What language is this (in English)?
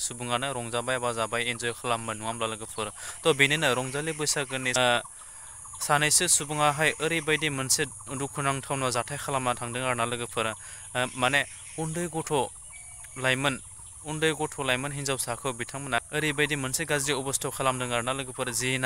Bodo